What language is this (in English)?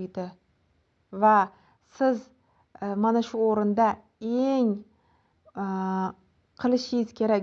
Uzbek